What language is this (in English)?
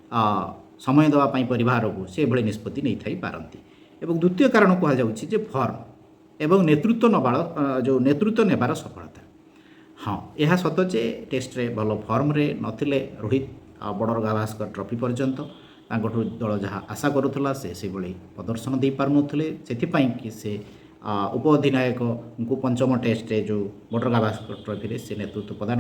Odia